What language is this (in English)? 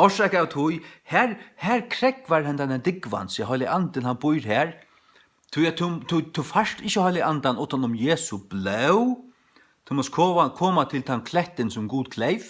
Faroese